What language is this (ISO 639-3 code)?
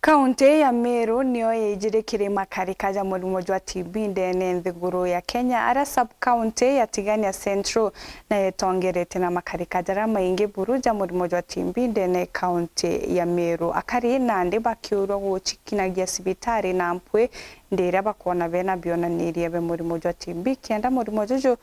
mer